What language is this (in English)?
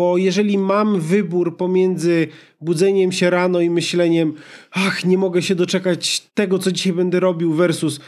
Polish